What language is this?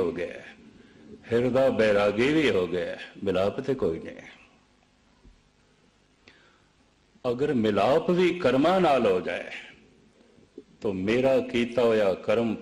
Punjabi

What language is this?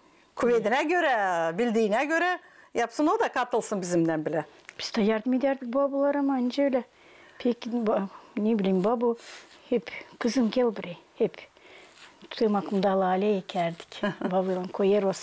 Gagauz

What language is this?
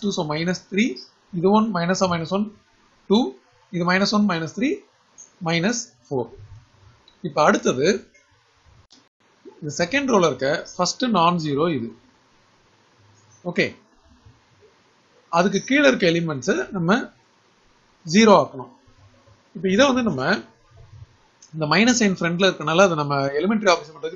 Tamil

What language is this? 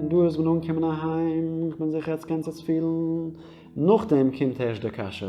Yiddish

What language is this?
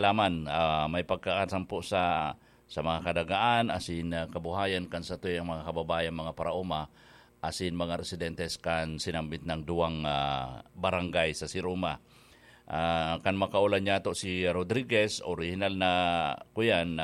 Bikol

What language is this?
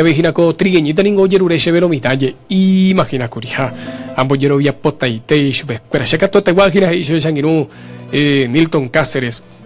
Guarani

